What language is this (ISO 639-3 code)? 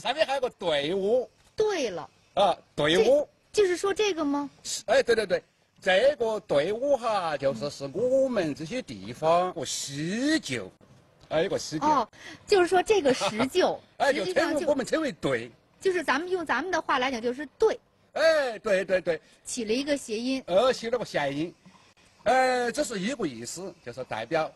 zho